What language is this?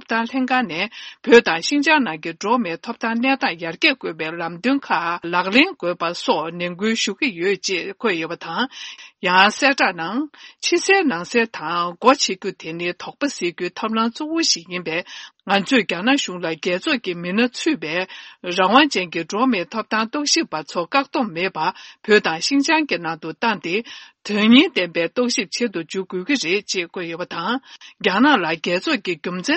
Tibetan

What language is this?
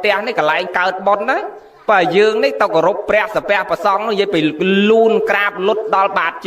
Khmer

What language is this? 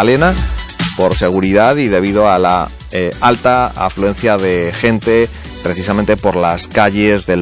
Spanish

